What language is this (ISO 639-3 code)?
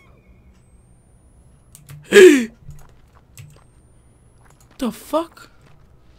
ron